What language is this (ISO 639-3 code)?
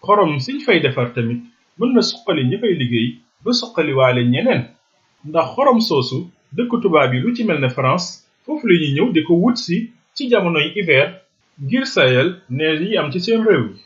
wol